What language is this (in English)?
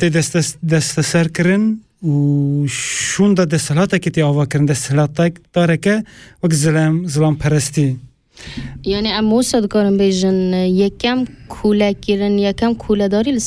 Kurdish